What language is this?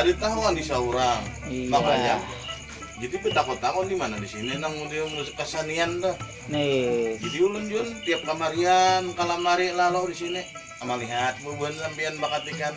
Banjar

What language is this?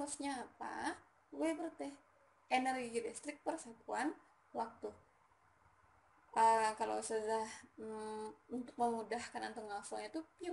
Indonesian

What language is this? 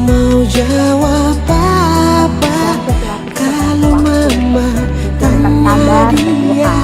Ambonese Malay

